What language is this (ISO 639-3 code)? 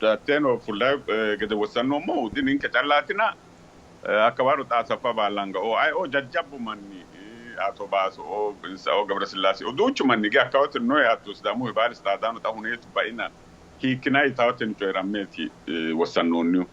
sid